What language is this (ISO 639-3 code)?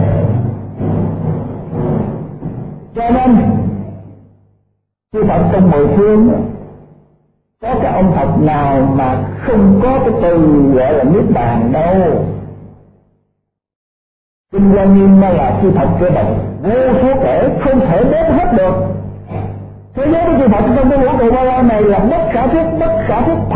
vie